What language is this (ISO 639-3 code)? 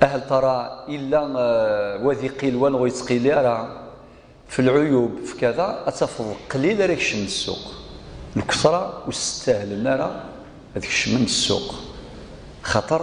kab